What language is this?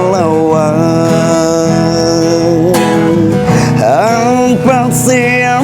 Banjar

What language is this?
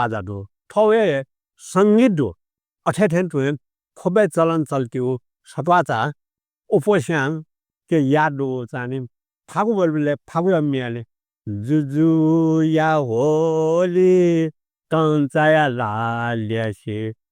Newari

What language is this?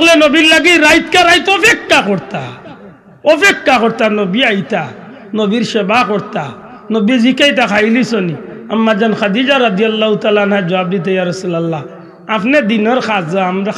Sylheti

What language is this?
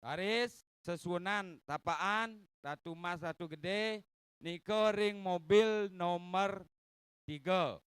Balinese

